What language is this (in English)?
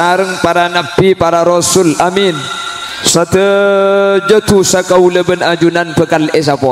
Madurese